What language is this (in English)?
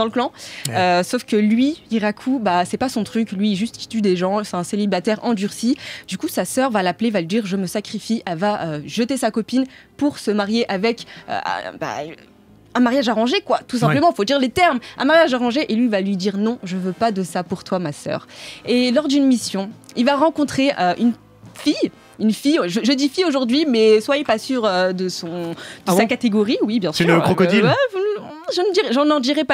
French